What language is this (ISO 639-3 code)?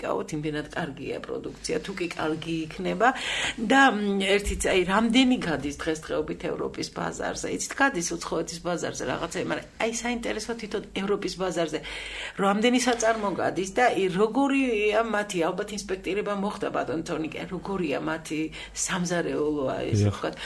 kat